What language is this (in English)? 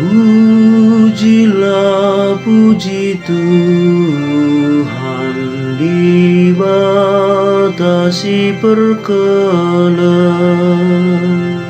Batak Karo